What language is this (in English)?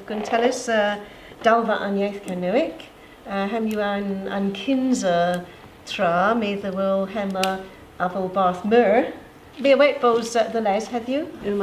Cornish